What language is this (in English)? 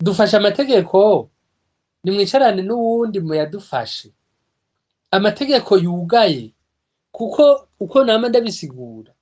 Rundi